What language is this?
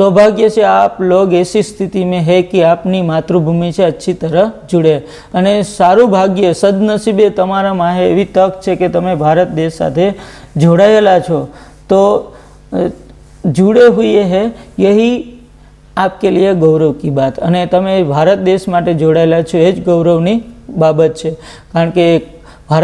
Gujarati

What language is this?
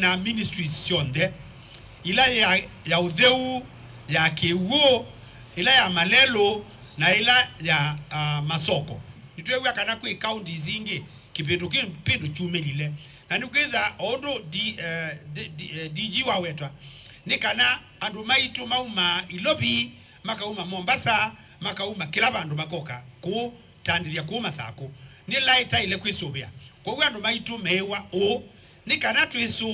Kamba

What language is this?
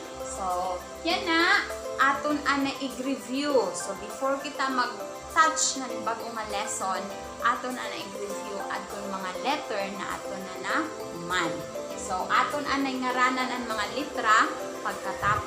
Waray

